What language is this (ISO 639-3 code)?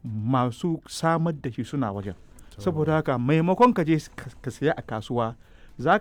hau